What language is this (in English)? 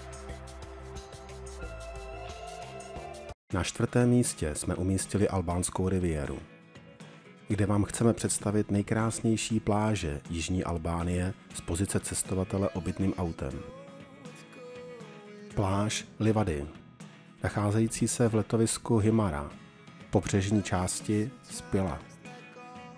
Czech